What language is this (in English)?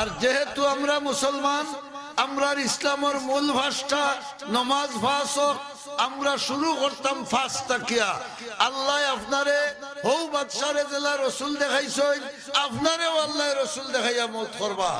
Sylheti